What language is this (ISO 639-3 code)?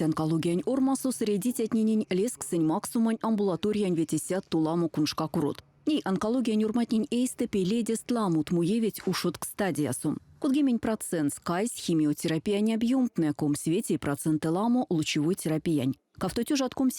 myv